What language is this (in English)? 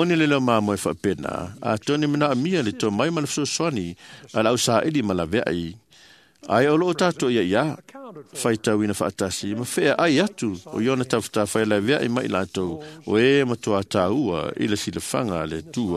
Samoan